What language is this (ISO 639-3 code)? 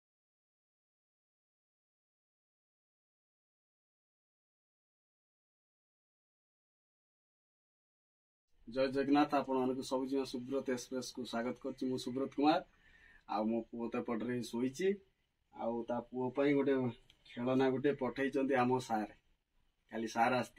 ori